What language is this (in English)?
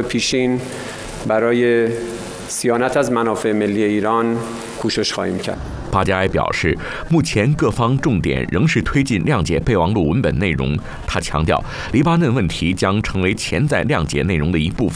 Chinese